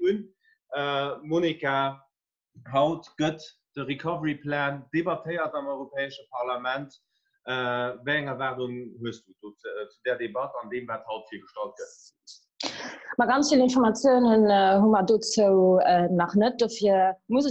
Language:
Luxembourgish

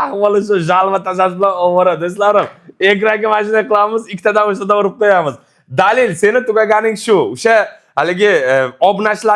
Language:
Uzbek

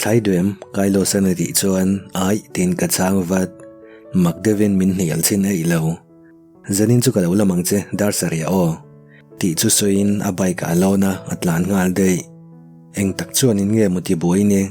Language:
Mizo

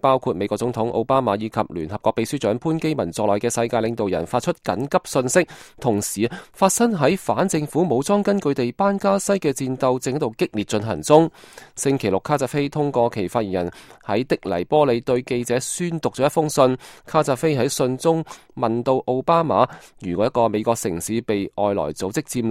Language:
Cantonese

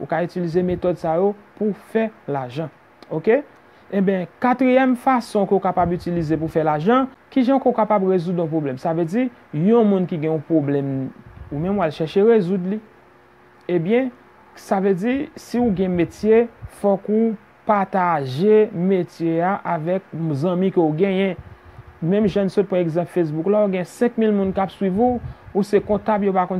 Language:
Haitian Creole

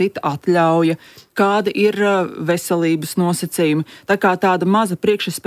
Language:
Latvian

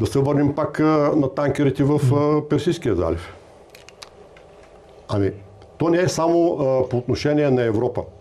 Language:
Bulgarian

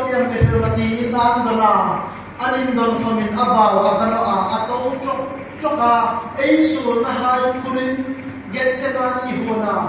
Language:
Hmar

